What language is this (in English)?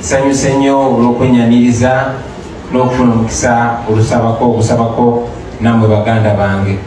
Ganda